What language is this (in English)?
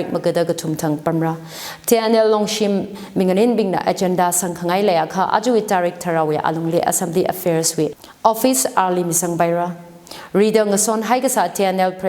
Tangkhul Naga (India)